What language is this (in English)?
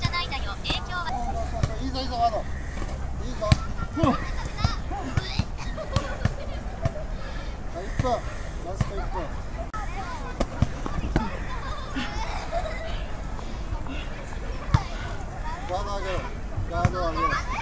Japanese